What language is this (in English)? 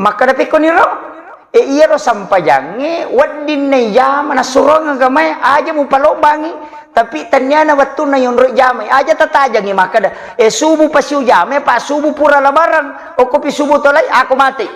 Buginese